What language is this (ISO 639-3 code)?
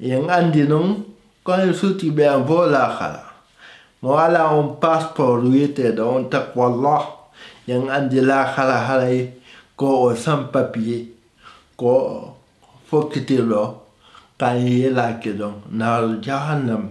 ful